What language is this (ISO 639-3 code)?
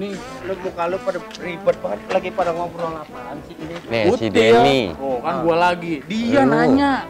bew